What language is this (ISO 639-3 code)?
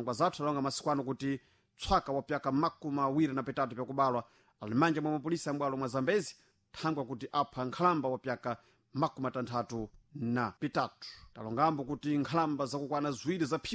seh